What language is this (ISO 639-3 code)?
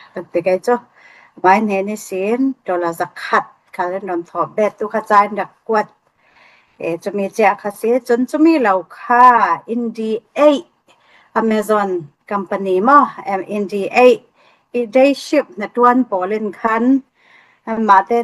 cfm